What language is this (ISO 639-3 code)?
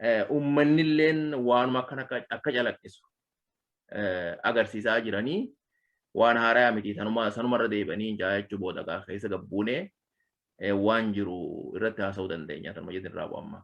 orm